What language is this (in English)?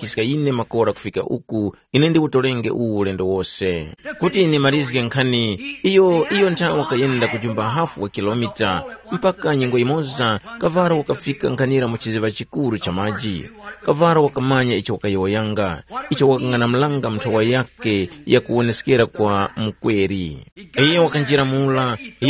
Tumbuka